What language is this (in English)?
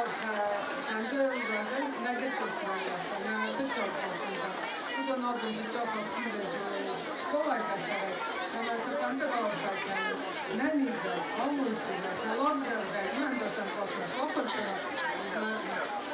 Ossetic